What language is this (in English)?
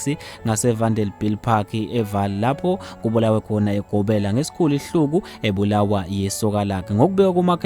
Zulu